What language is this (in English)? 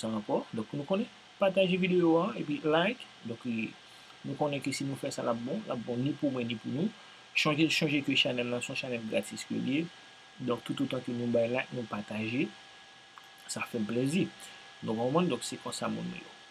Haitian Creole